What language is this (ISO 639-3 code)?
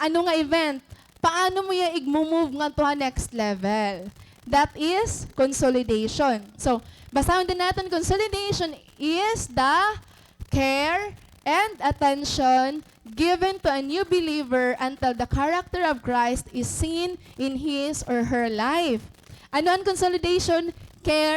war